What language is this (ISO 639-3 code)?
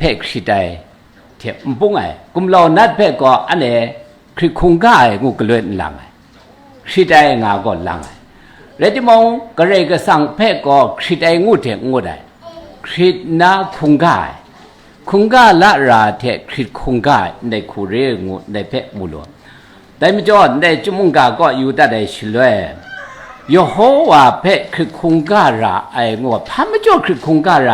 kac